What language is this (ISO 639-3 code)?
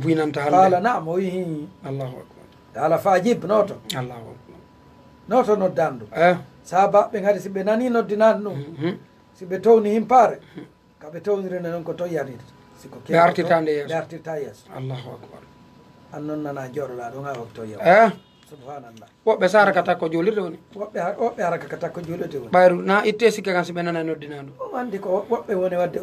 ful